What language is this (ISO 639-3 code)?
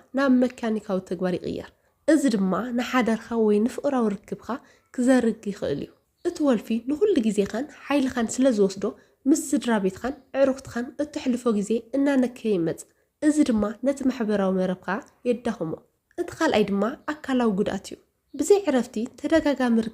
tir